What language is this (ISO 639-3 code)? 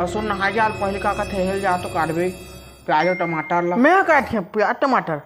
hne